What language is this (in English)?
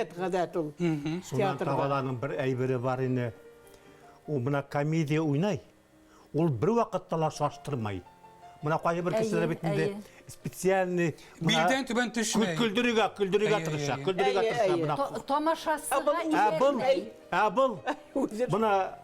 Bashkir